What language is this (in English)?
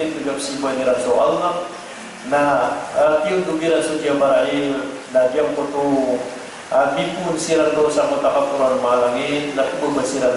Maranao